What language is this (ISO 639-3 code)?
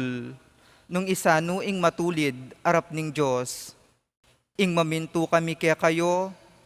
pam